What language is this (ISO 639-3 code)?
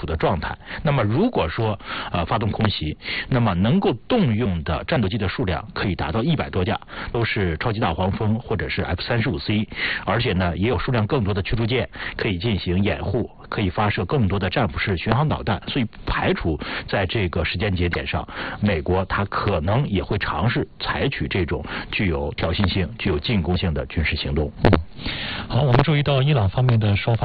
zho